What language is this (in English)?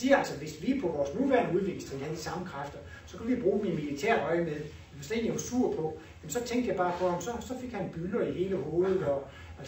Danish